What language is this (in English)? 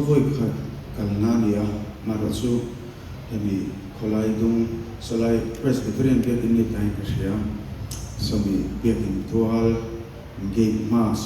Mizo